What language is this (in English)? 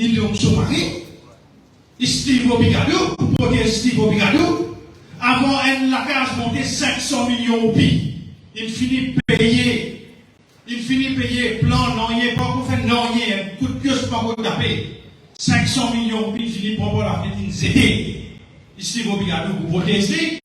Morisyen